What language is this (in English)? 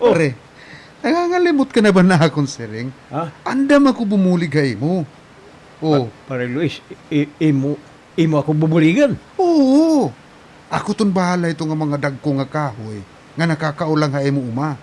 Waray